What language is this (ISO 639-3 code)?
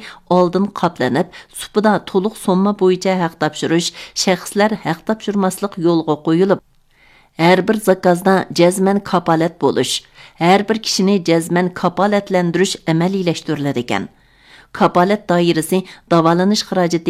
uig